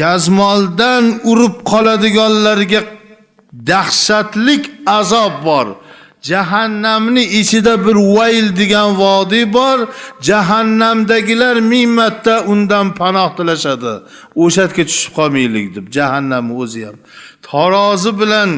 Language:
Uzbek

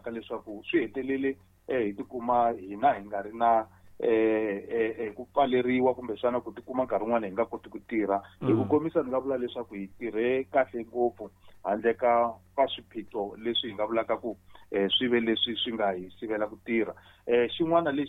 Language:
Tsonga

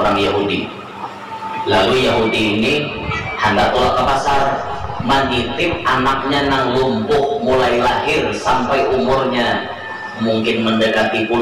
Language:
Banjar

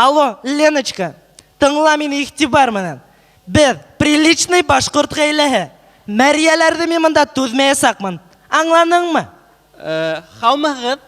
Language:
Bashkir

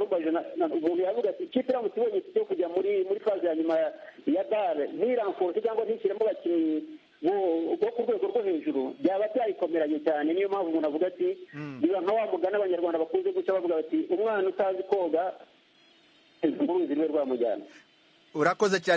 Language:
Kinyarwanda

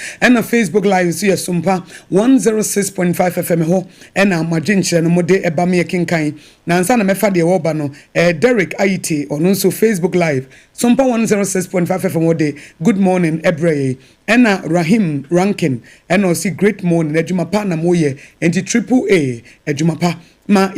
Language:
Akan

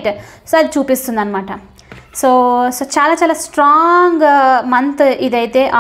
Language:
Telugu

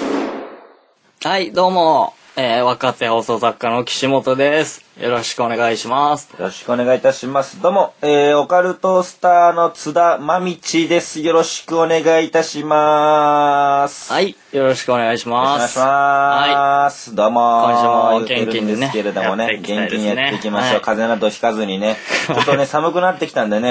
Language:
Japanese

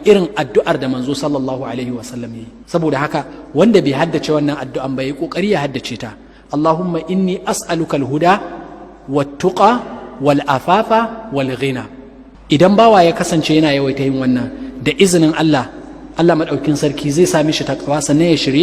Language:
Hausa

